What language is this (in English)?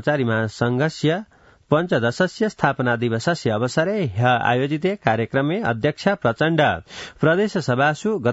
Sanskrit